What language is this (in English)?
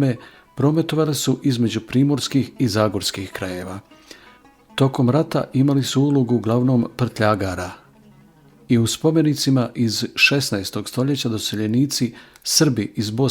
Bosnian